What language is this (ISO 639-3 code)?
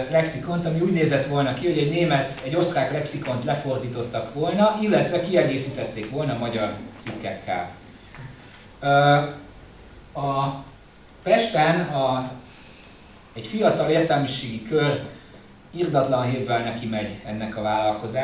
hun